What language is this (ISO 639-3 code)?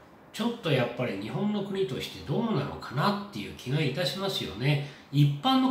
jpn